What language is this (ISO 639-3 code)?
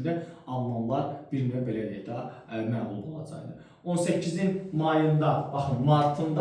aze